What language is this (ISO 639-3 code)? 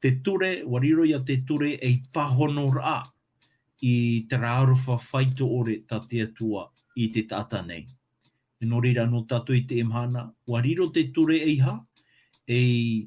tah